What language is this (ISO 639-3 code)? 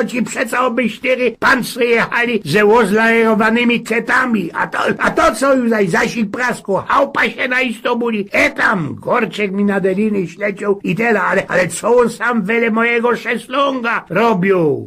szl